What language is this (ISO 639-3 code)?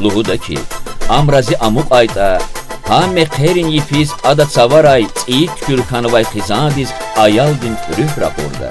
lez